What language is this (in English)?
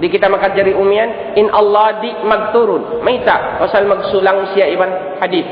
Tausug